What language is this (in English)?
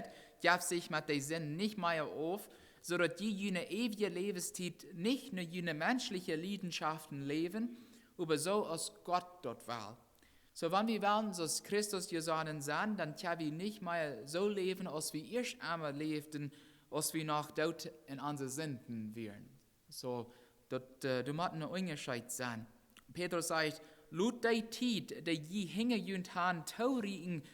Plautdietsch